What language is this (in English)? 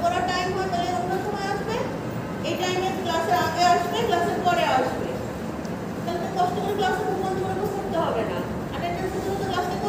Bangla